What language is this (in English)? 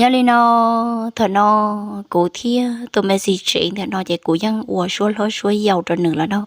Hmong